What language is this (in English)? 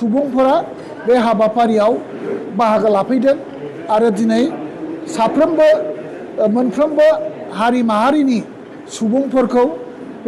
Bodo